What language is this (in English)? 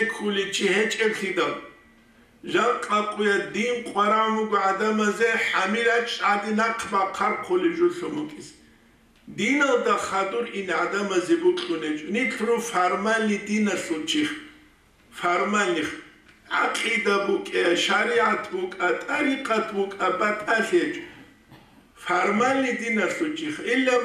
Avaric